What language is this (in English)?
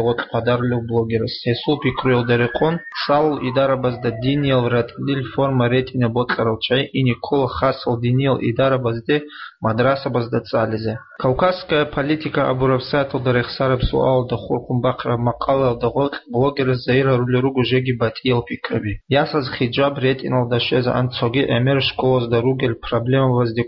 Avaric